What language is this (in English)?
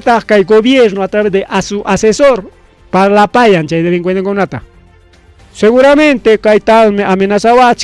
Ayacucho Quechua